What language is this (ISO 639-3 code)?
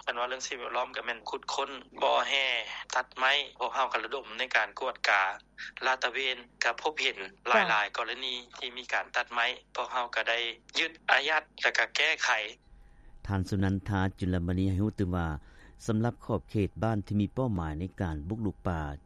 lao